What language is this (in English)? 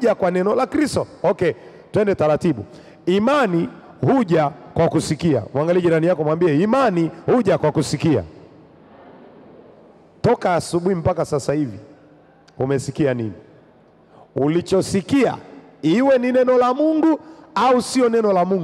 Swahili